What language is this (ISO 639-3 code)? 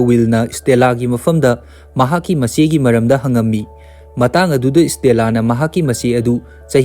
mni